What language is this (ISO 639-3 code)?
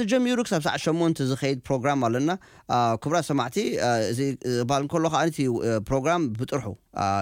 tir